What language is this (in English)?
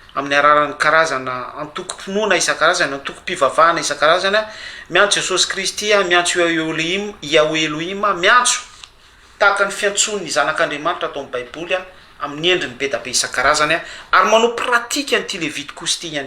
Malagasy